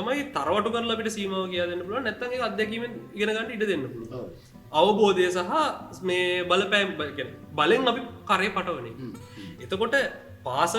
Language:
Sinhala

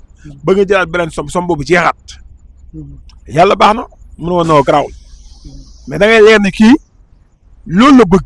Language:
Wolof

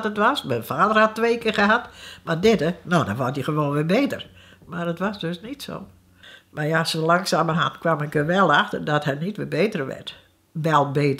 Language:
Dutch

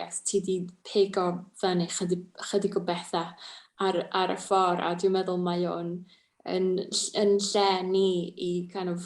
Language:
Welsh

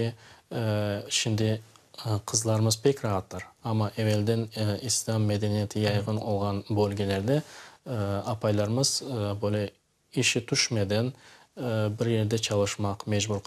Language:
Crimean Tatar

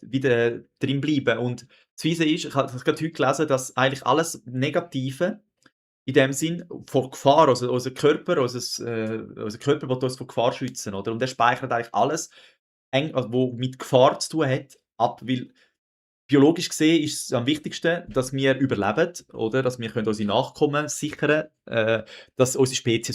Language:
Swiss German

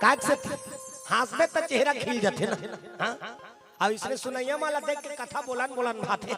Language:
Chhattisgarhi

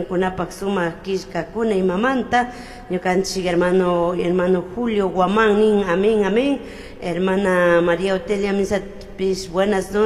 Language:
Chimborazo Highland Quichua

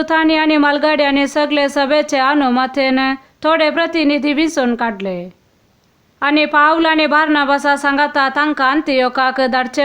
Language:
Konkani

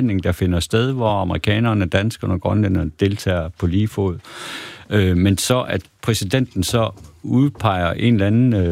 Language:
Danish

